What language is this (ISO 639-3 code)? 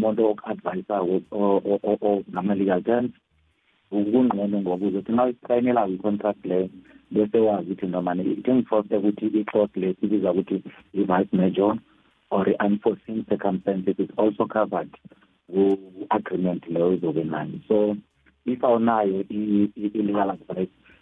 nbl